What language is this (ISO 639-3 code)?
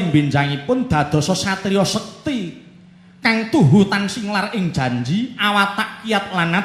jav